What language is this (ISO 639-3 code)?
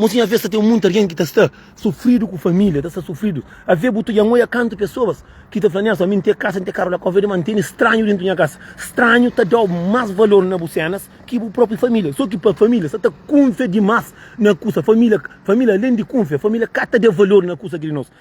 kea